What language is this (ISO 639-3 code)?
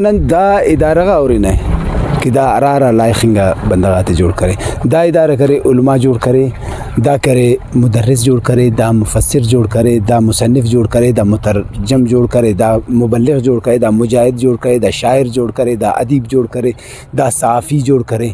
brh